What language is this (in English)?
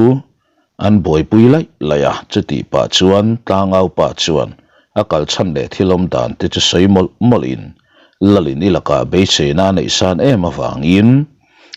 Mizo